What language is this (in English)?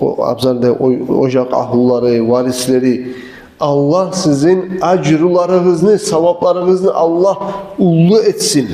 Kumyk